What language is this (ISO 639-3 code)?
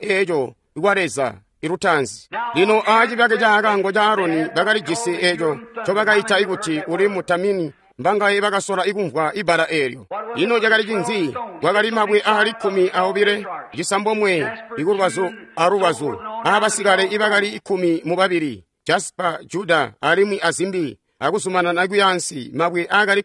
toi